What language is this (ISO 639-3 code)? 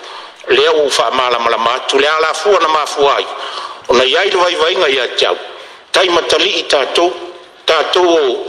smo